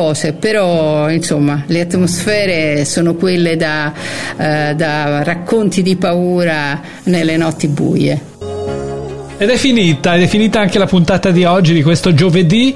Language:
Italian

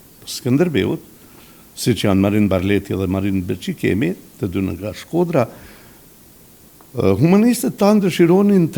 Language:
Albanian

